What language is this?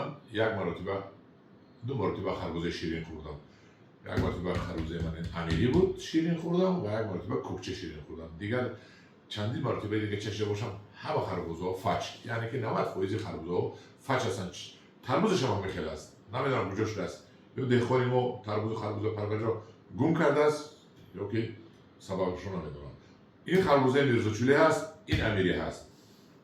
Tajik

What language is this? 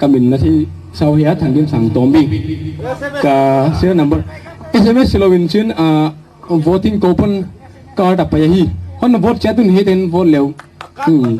Gangte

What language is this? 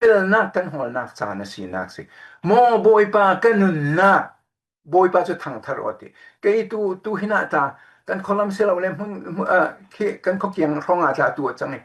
Falam Chin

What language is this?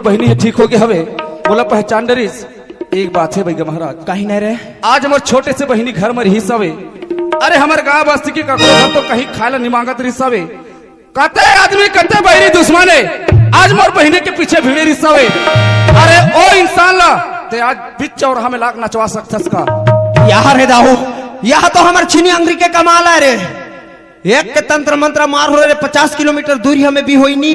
Chhattisgarhi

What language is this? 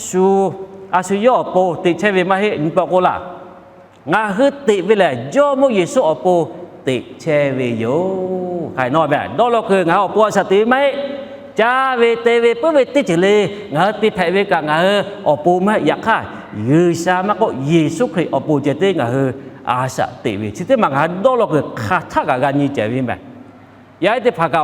Lahu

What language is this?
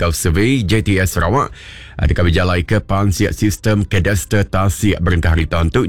Iban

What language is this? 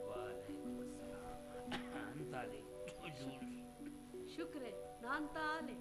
Brahui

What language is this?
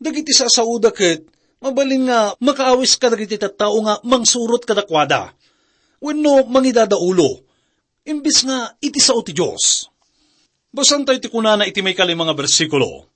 Iloko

